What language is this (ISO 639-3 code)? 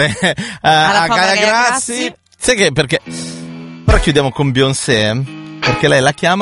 ita